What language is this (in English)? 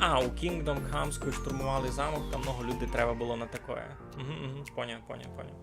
Rusyn